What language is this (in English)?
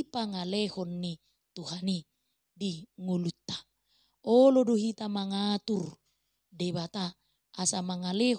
Batak Toba